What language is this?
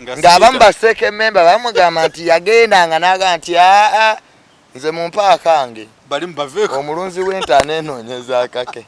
Ganda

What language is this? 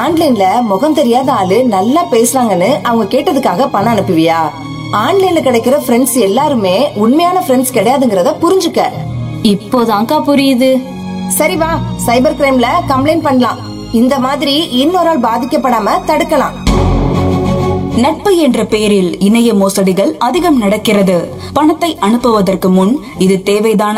Tamil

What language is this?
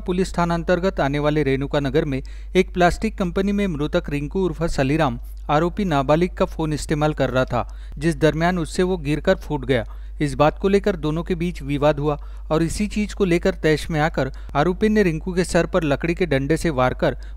Hindi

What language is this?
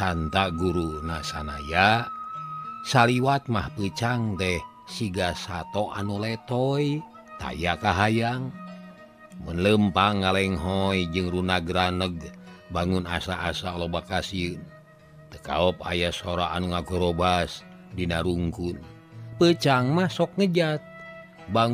Sundanese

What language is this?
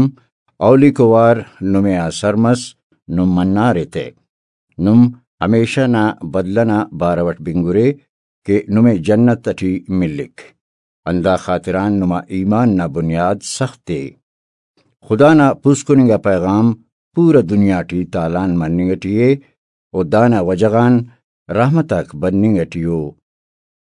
Brahui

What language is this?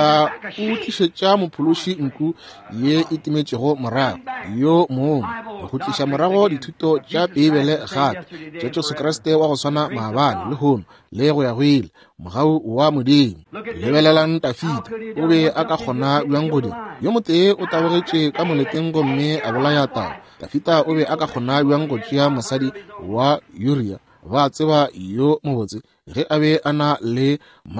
Northern Sotho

